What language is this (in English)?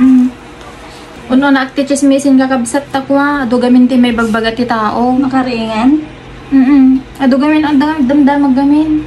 Iloko